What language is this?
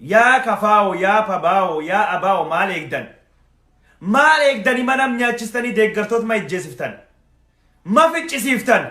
Oromo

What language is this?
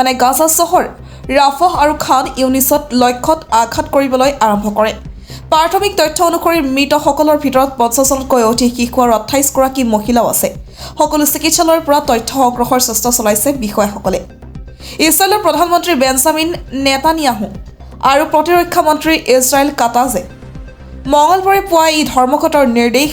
Assamese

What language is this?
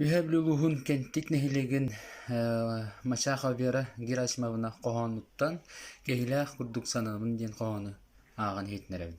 Yakut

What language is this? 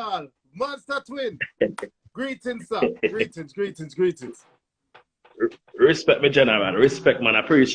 Jamaican Creole English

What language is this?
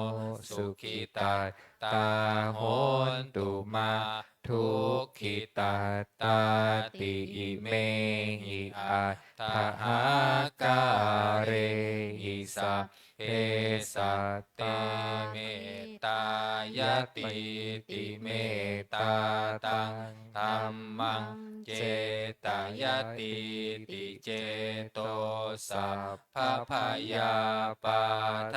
Pali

